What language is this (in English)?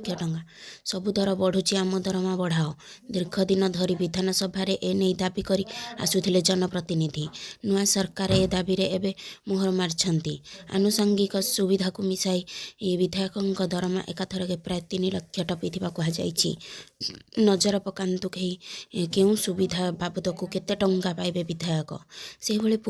Odia